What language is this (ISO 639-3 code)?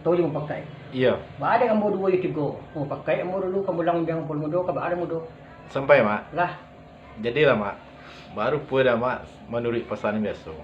min